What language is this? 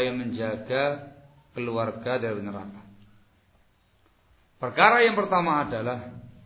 Indonesian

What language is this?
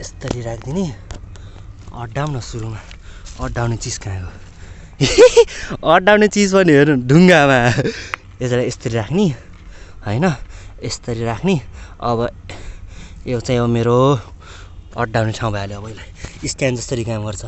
Nepali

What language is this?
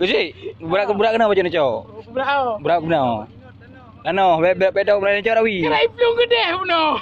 Achinese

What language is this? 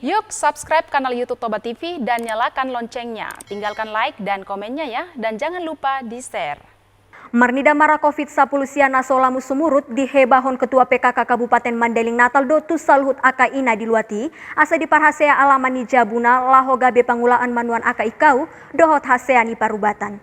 Batak Toba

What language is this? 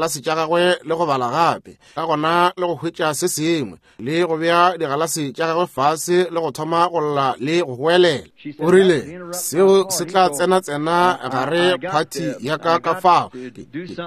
Northern Sotho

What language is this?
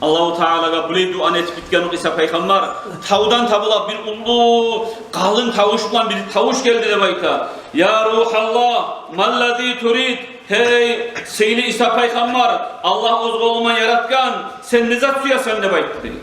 Kumyk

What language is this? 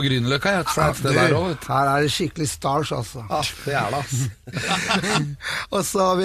Norwegian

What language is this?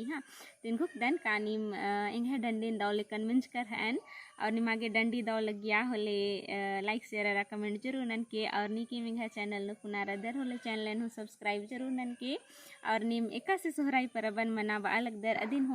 Kurukh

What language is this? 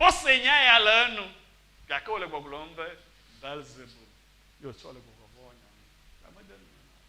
Ewe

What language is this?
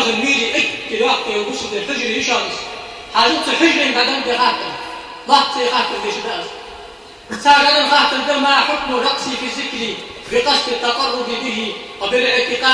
Ingush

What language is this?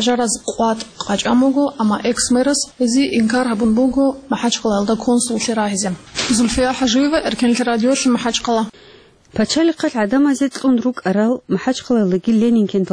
Avaric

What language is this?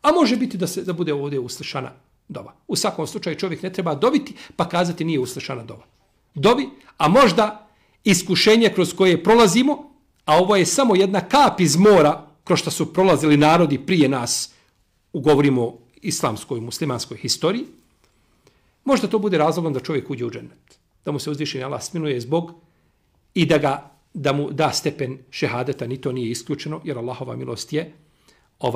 Bosnian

